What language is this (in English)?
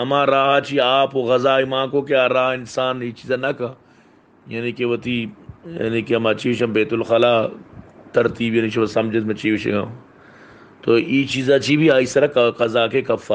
Baluchi